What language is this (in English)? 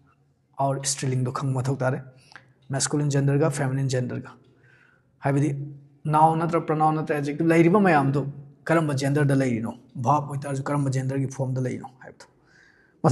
Manipuri